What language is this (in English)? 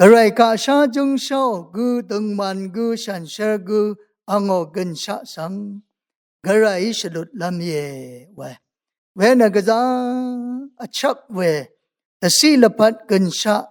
Rawang